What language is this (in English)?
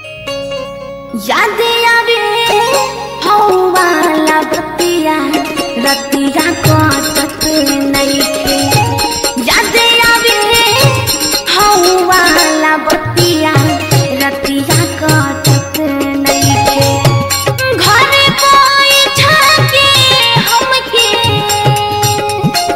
Bhojpuri